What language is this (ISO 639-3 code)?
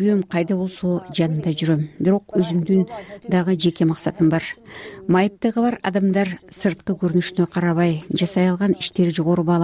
kir